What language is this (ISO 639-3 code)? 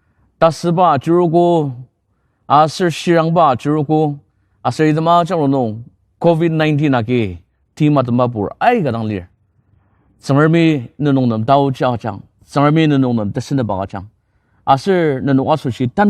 njo